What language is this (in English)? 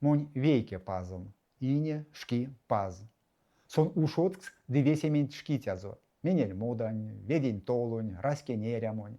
Erzya